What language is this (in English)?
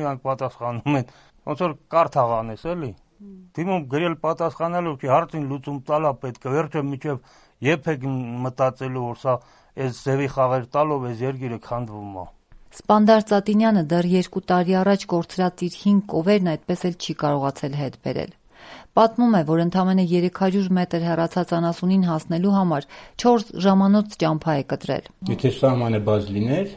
Armenian